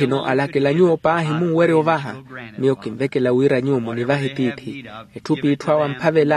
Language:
Makhuwa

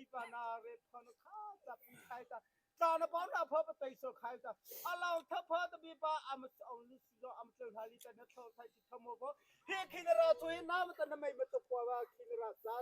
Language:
Mara Chin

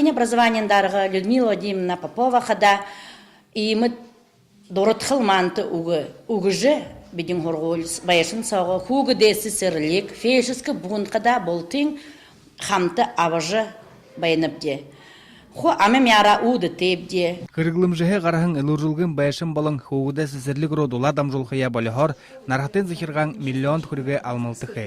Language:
Buriat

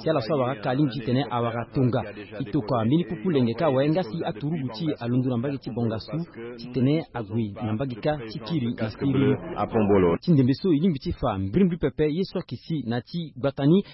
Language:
Sango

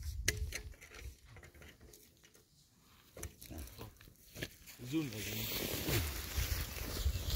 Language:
Persian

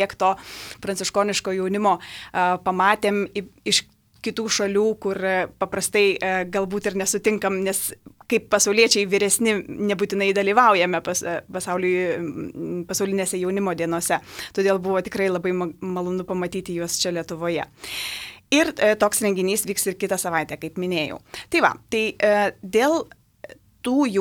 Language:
Lithuanian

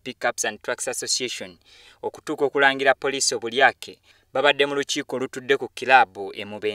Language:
Ganda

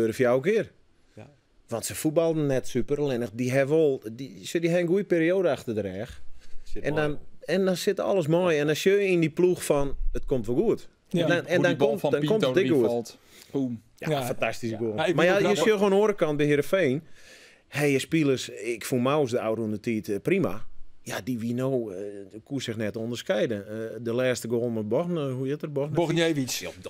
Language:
Western Frisian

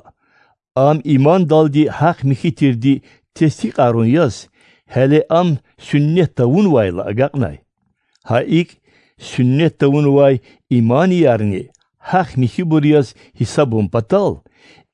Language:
Lezghian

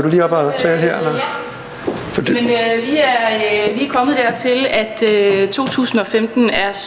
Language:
Danish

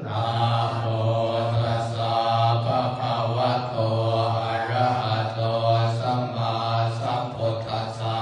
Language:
Pali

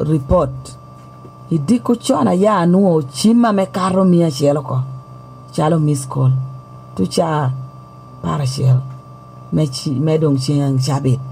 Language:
Lango (Uganda)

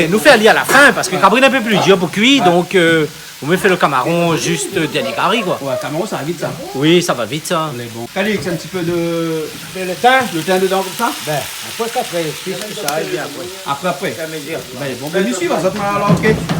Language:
Réunion Creole French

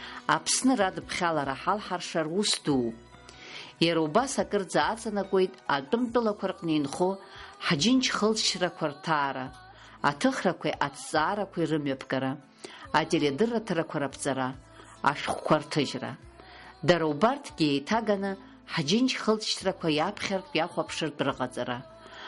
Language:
Abkhazian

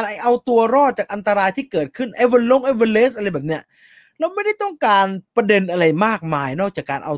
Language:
Thai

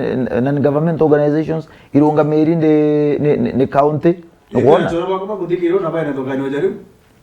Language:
Meru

